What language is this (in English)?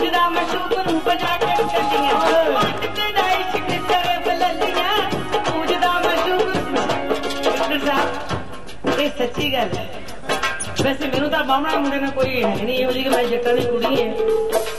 Punjabi